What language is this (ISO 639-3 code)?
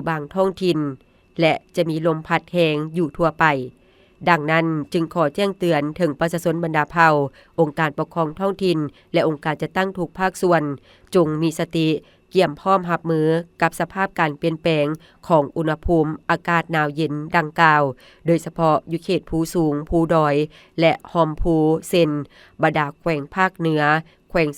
lao